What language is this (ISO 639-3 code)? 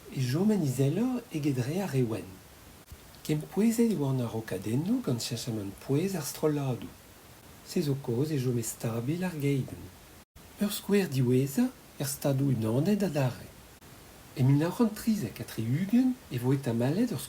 bre